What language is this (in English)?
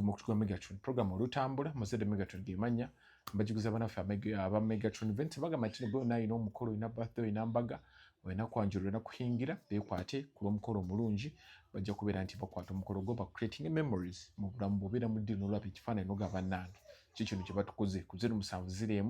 Ganda